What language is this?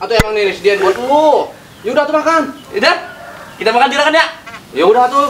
Betawi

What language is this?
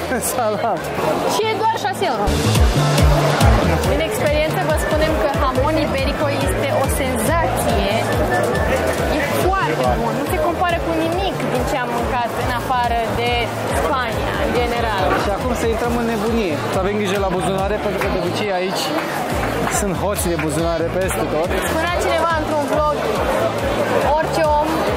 Romanian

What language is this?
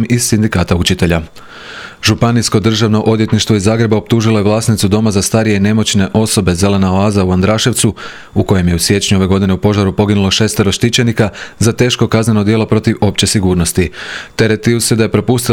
Croatian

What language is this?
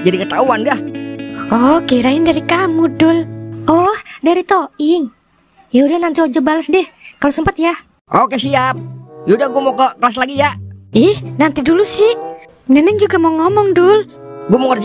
Betawi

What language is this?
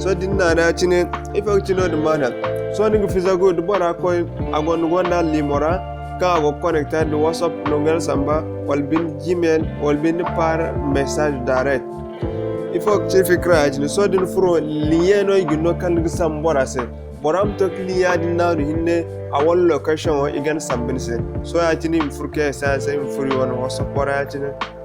Zarma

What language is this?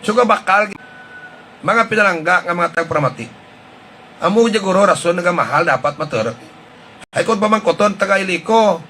Hiligaynon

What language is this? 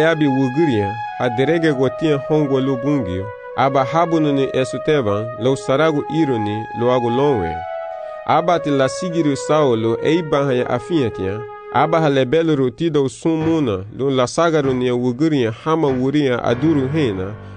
Garifuna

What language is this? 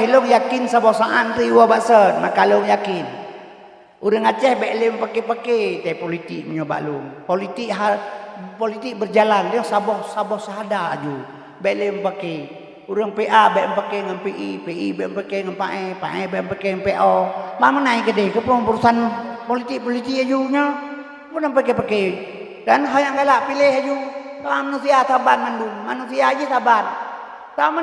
Achinese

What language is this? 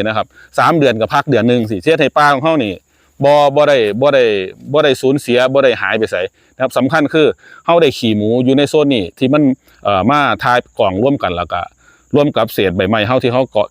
Northeastern Thai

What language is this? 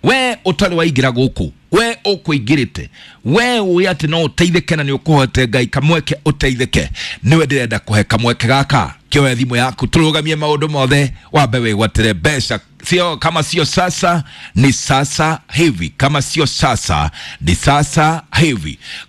Kikuyu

